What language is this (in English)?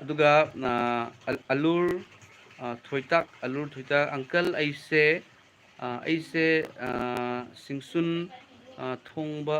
Manipuri